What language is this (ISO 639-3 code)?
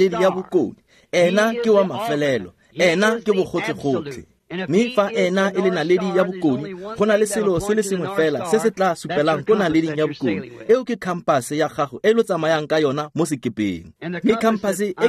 tsn